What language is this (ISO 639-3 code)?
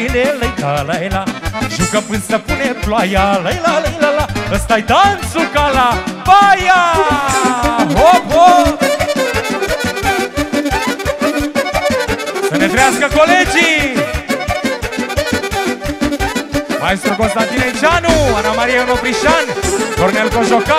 ron